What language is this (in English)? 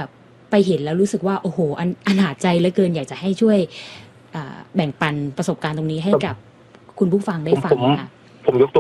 Thai